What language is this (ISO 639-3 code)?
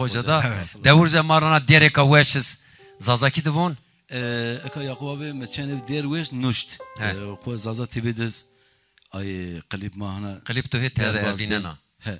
zza